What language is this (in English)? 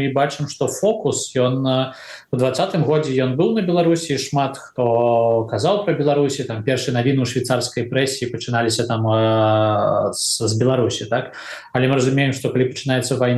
Belarusian